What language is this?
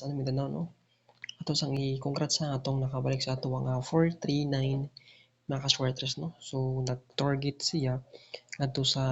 Cebuano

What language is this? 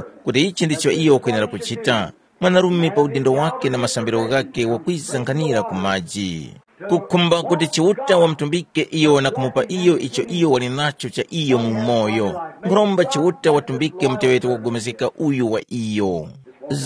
Tumbuka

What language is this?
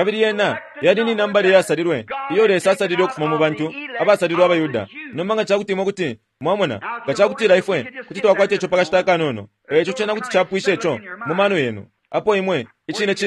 Bemba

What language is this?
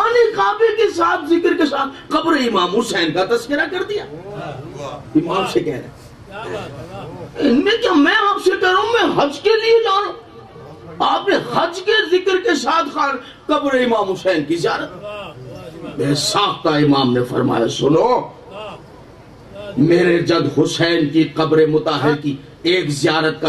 Urdu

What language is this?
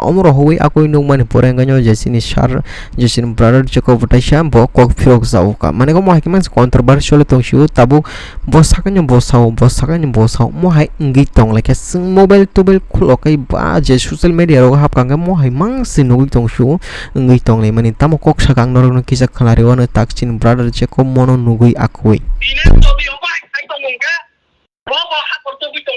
Kok Borok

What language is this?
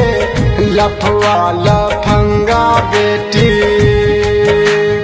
Bhojpuri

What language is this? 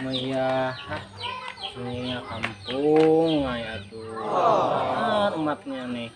Banjar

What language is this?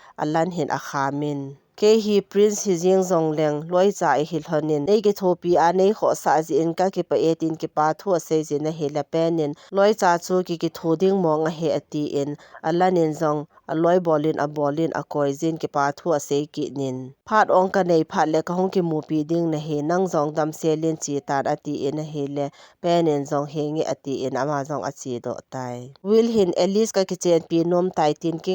Thado Chin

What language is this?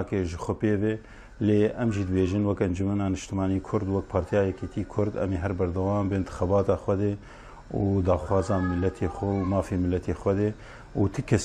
Kurdish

